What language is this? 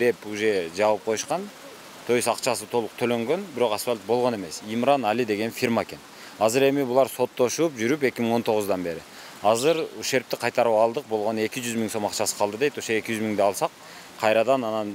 Kyrgyz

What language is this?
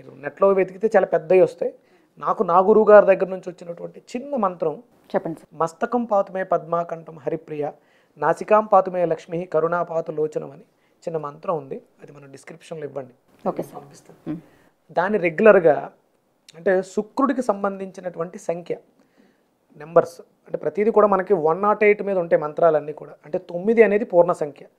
Telugu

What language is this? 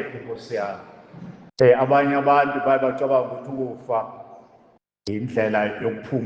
Zulu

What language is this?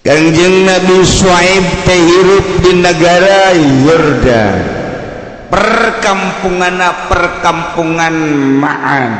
Sundanese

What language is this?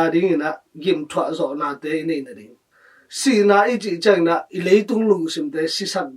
Tedim Chin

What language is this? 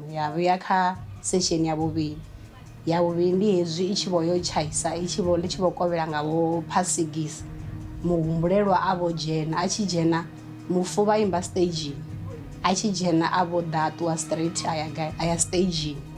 Venda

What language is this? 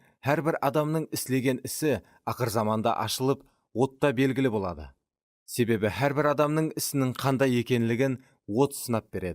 Kara-Kalpak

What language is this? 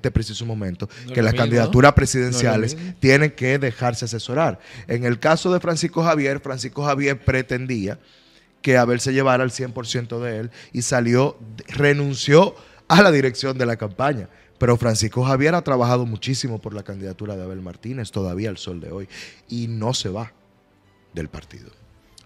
Spanish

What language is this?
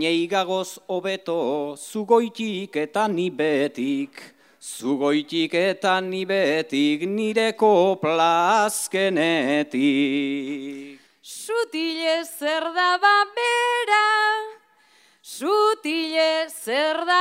Basque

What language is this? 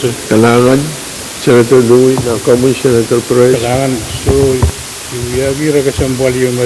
Pohnpeian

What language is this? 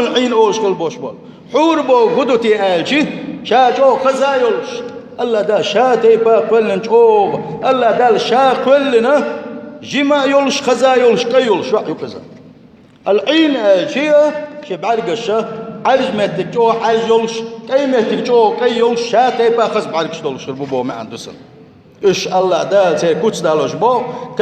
Chechen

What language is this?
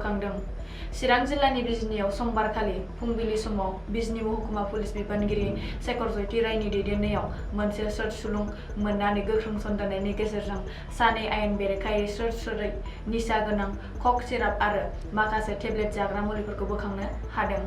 Bodo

